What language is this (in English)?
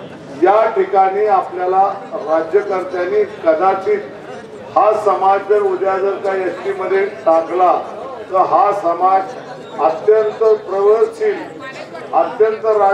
Marathi